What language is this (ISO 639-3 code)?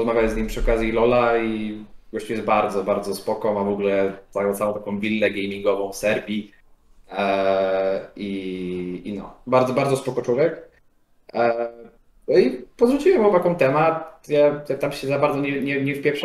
pol